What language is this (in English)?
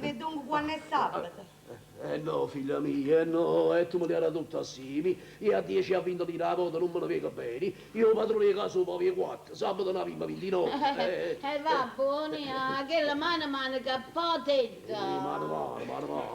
Neapolitan